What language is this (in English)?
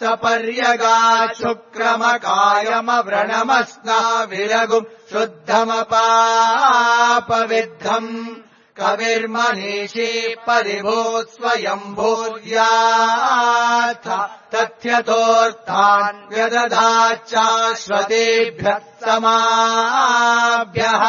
Sanskrit